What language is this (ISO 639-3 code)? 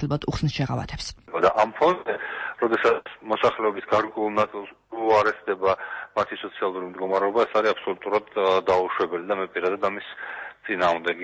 kat